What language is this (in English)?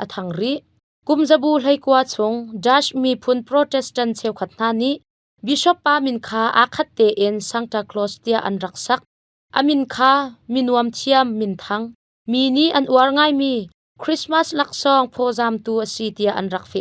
Hakha Chin